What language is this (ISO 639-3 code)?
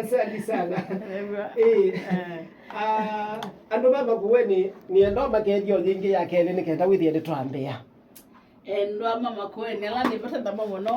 kam